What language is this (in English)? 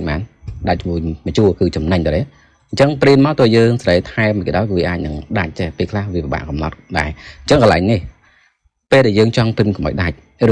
Khmer